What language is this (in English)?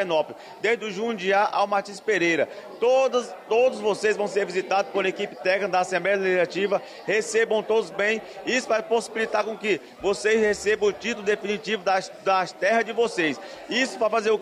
Portuguese